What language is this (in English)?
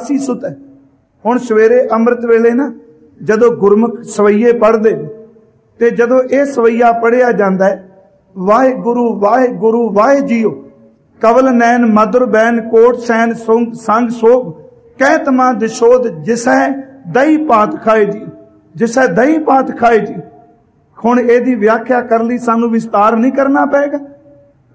Punjabi